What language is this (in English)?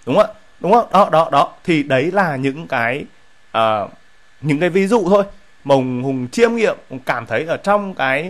Vietnamese